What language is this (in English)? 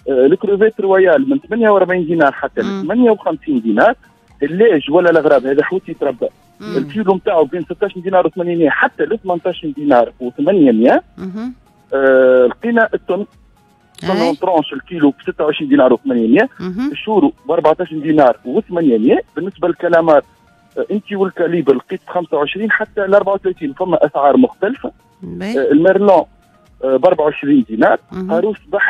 Tunisian Arabic